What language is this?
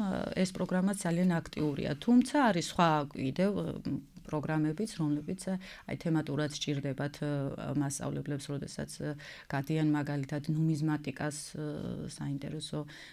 Georgian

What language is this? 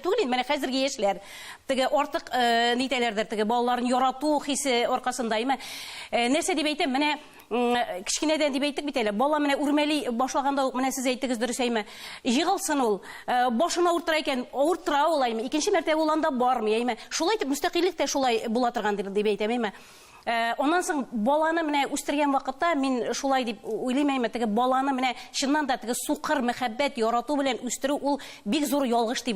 Tatar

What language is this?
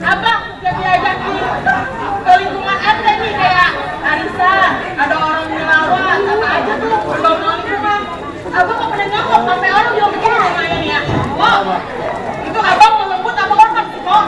Betawi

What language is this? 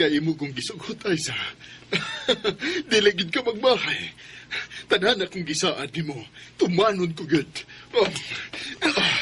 Cebuano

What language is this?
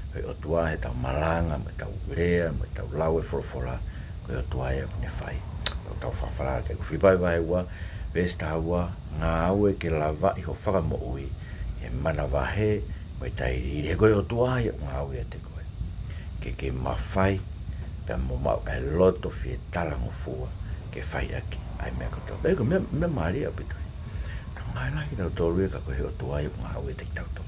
Tongan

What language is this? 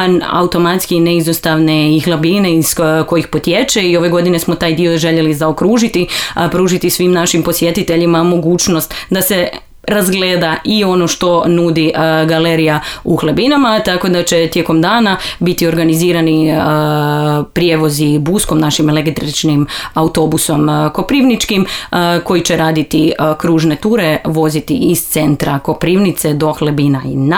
Croatian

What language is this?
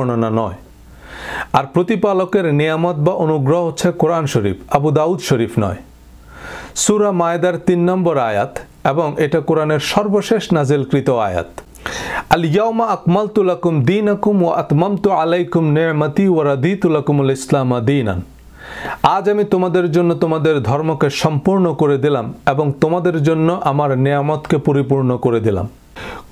Bangla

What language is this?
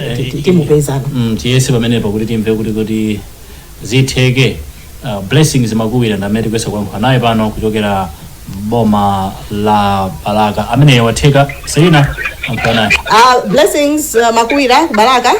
Nyanja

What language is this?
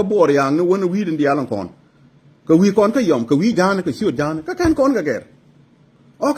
Nuer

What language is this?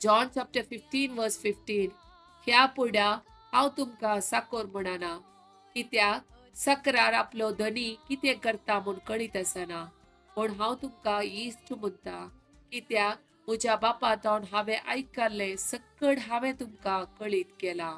Konkani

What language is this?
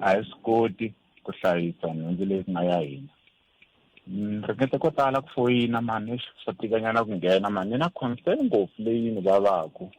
Tsonga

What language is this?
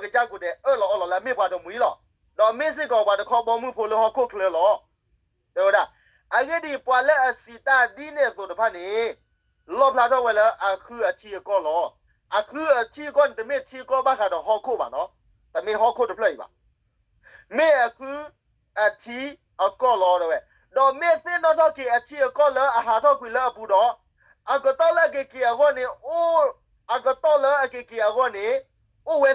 S'gaw Karen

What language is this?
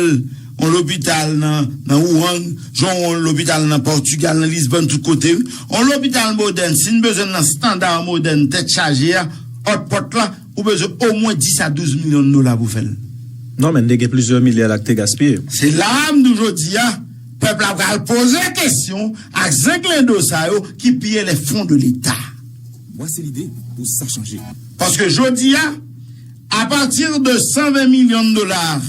Haitian Creole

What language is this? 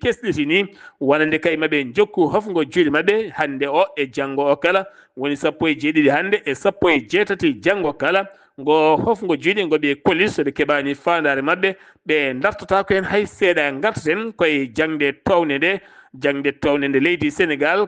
Fula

